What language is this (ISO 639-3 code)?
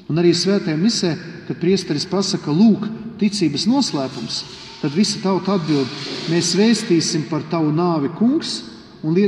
lav